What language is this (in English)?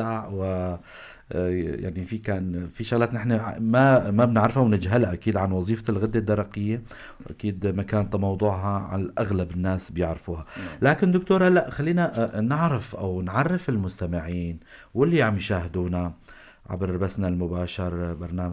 North Levantine Arabic